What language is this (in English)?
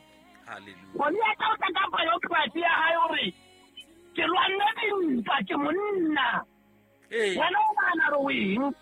Southern Sotho